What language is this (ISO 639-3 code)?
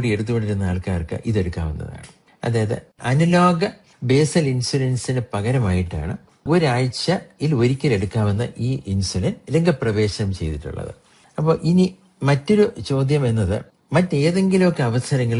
mal